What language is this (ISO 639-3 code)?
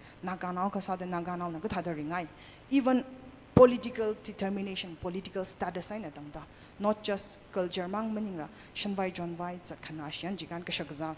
nmf